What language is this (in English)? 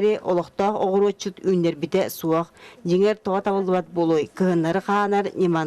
Yakut